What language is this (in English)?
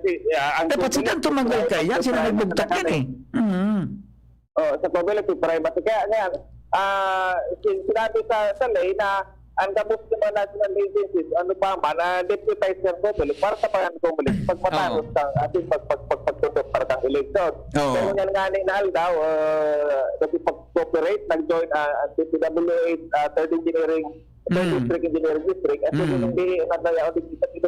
Bikol